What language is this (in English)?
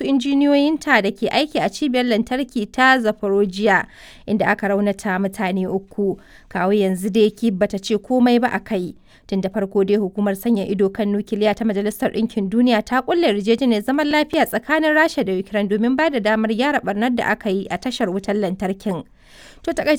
Hausa